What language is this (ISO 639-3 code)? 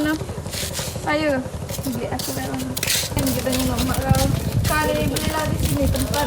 mui